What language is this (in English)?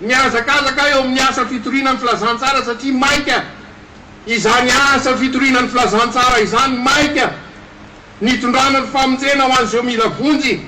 Malagasy